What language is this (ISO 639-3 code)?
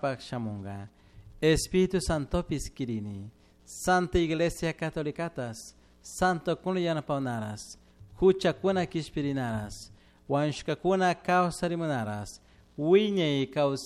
qug